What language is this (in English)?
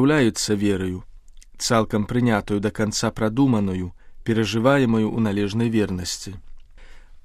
Belarusian